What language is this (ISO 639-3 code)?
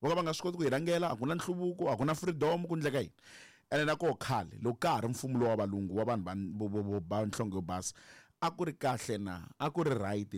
tso